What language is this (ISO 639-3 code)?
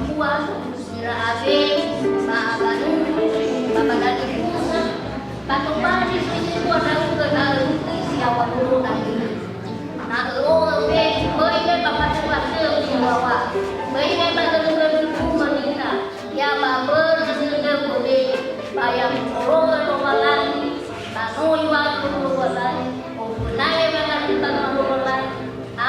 nia